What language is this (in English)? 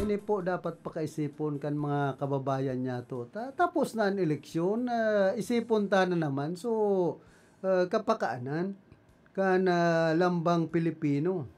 Bikol